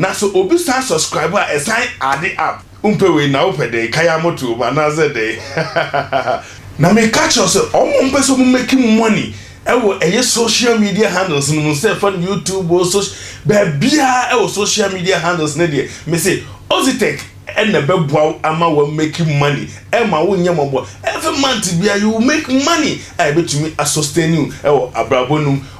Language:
Akan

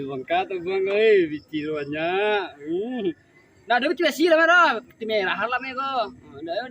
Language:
Minangkabau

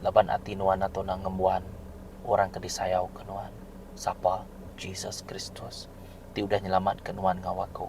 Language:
Iban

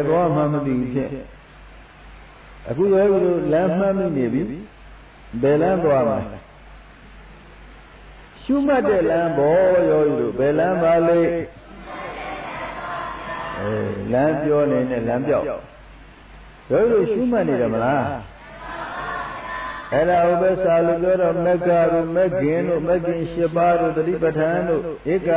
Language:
Burmese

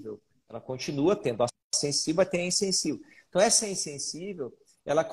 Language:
Portuguese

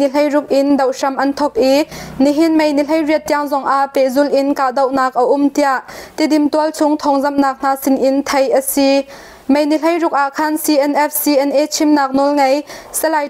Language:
Hakha Chin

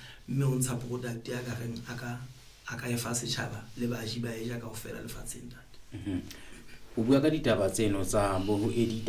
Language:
Southern Sotho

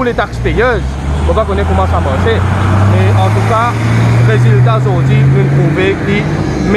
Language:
Morisyen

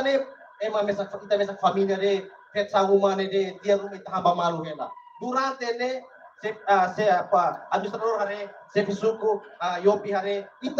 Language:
Tetum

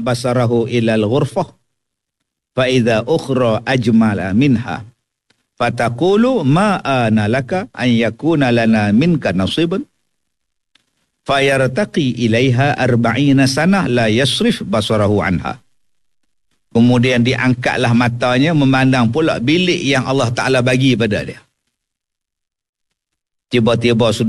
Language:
Malay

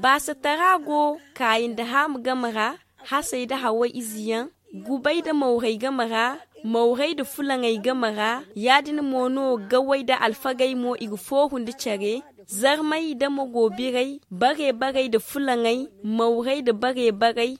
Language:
Zarma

